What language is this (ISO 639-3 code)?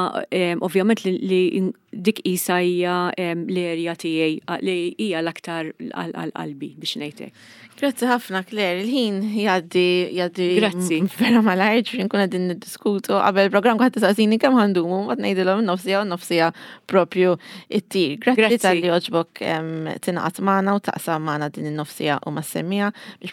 mlt